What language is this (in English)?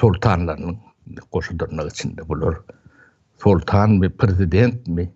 Turkmen